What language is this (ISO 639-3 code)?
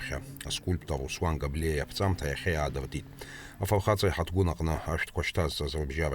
abk